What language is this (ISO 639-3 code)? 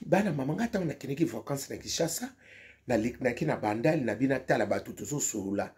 lin